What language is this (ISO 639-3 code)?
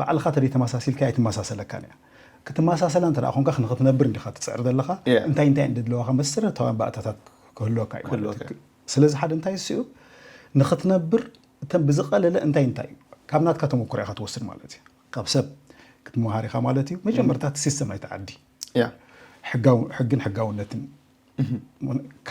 tir